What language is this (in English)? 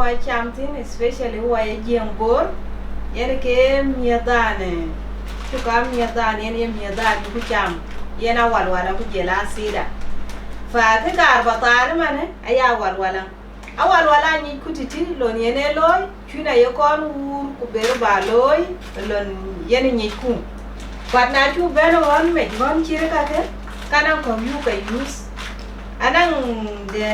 Dinka